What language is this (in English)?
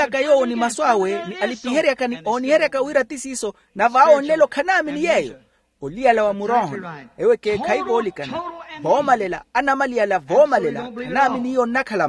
Makhuwa